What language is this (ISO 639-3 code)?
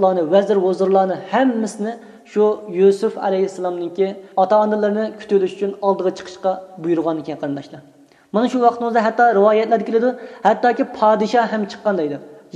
uig